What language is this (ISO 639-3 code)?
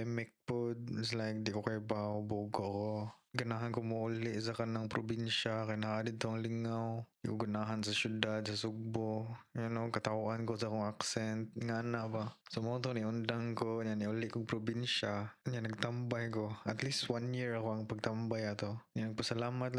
ceb